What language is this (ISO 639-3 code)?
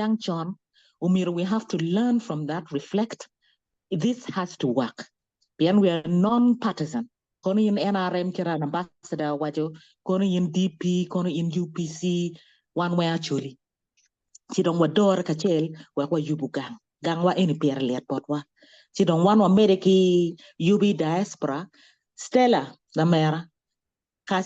ach